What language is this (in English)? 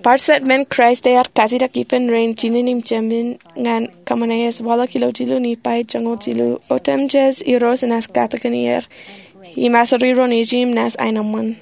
Marshallese